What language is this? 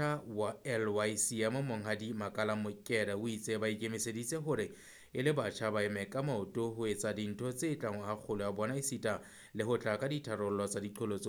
Southern Sotho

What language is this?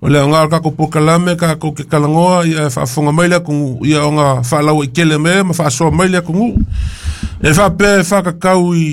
Samoan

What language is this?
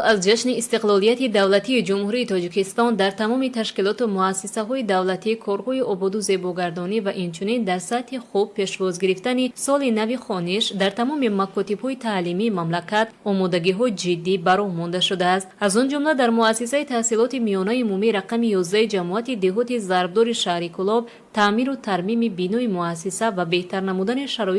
Tajik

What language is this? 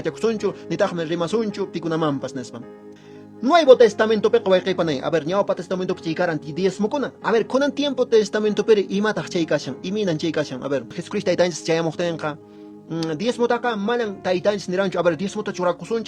Quechua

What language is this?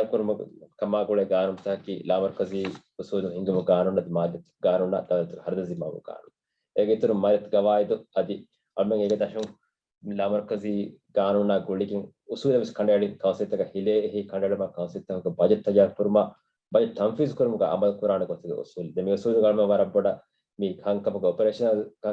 Divehi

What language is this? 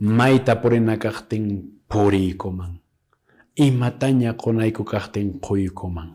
Quechua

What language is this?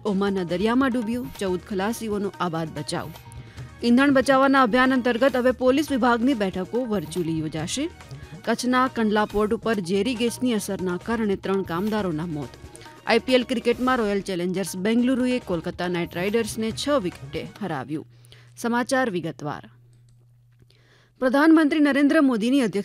Gujarati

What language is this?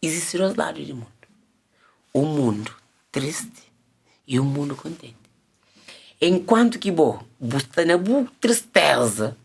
Kabuverdianu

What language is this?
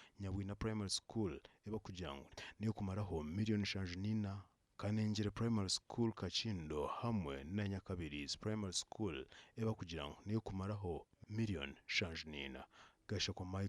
Nyankole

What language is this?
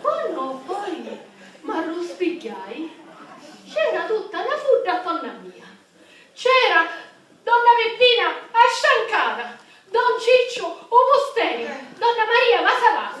Sicilian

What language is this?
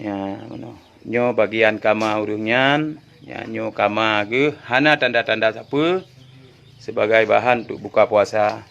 Achinese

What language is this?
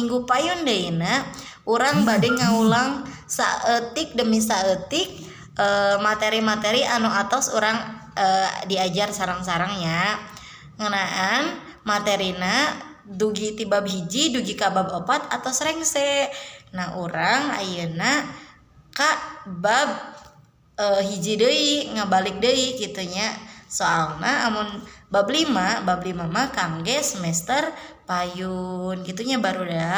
Sundanese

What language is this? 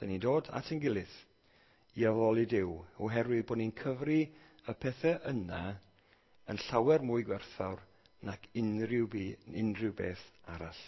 Welsh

